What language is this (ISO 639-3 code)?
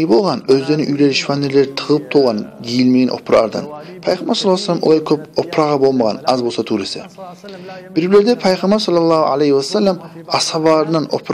kum